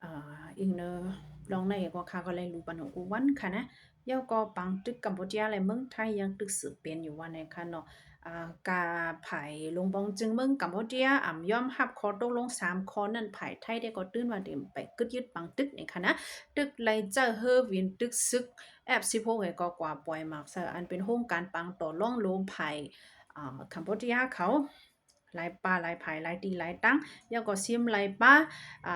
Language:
Shan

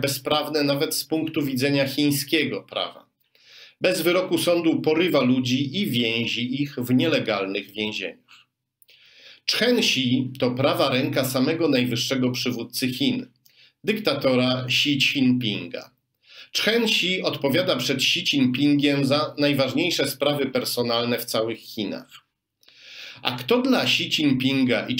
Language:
Polish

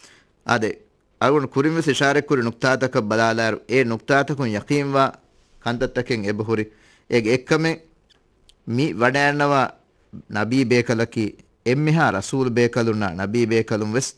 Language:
Divehi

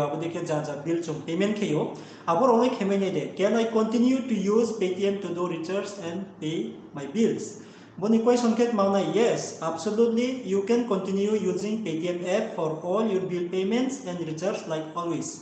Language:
Riang (India)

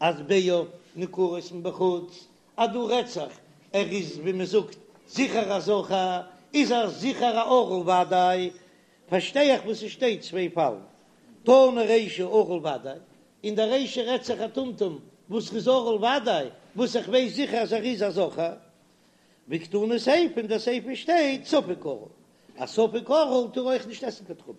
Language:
Yiddish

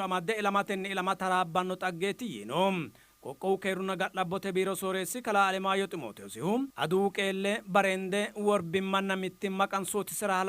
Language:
Sidamo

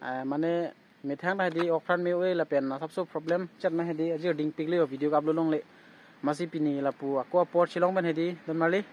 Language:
Karbi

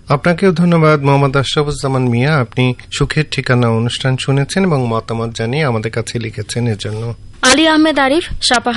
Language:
Bangla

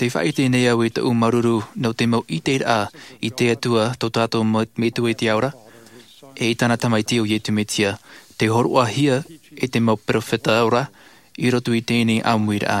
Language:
Tahitian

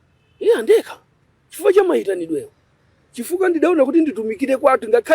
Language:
Nyanja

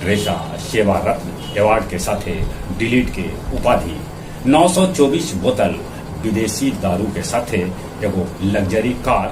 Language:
Magahi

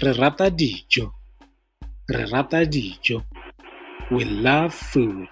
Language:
Tswana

